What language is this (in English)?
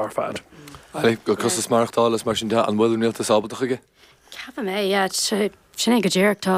Irish